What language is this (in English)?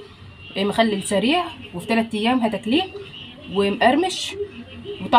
Egyptian Arabic